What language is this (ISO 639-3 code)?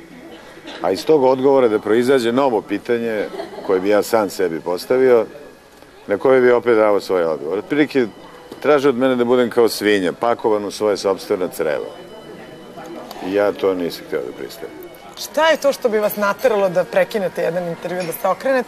srp